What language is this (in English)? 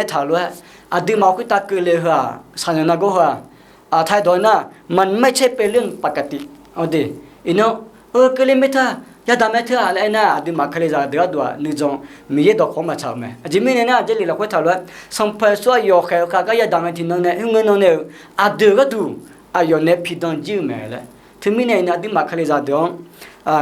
Akha